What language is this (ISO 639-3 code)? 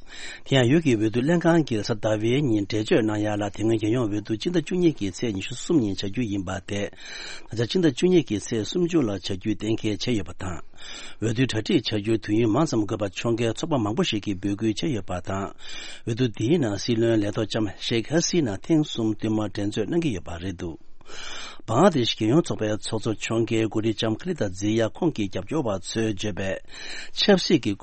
bod